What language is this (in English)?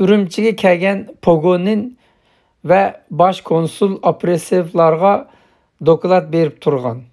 Uyghur